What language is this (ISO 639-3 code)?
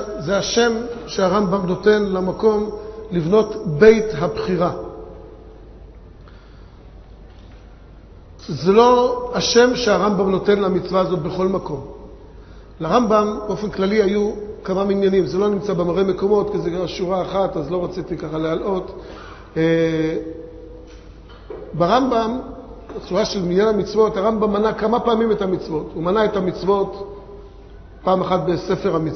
heb